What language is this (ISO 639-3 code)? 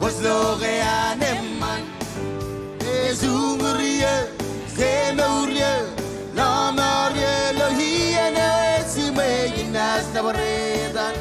mah